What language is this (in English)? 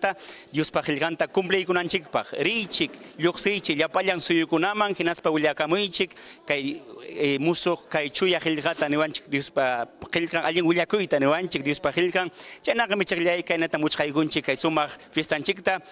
Ayacucho Quechua